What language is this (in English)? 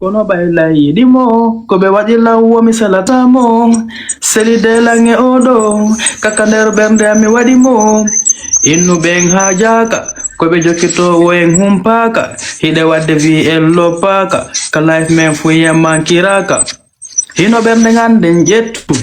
Fula